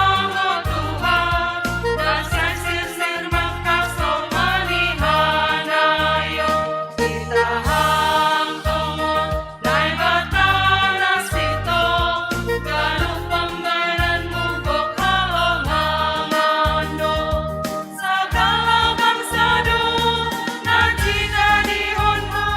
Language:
Batak Simalungun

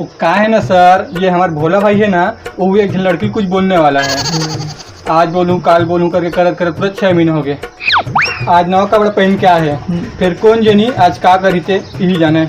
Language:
Chhattisgarhi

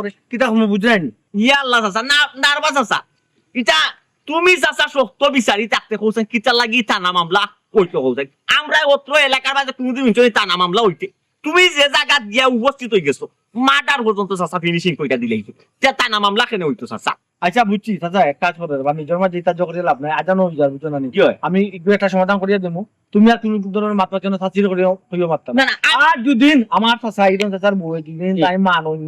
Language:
Sylheti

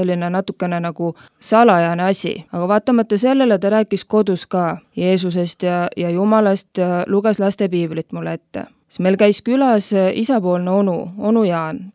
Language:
Estonian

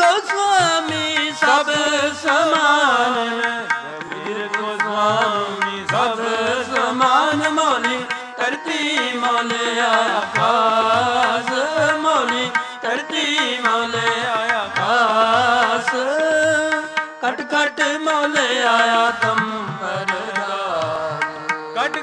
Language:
Punjabi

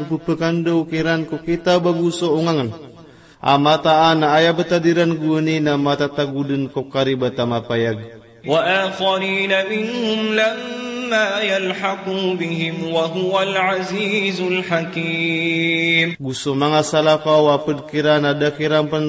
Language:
Maranao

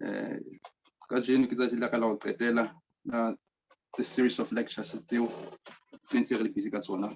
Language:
Southern Sotho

